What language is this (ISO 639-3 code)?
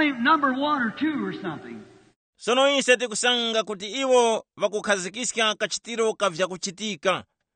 tum